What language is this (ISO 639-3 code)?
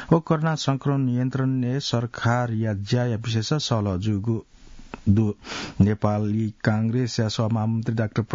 new